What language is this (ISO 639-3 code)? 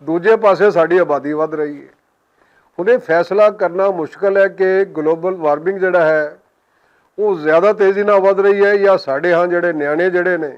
lah